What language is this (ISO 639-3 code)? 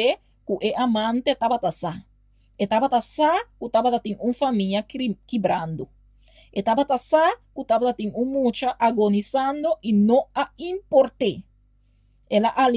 pap